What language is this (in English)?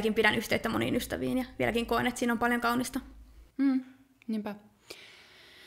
Finnish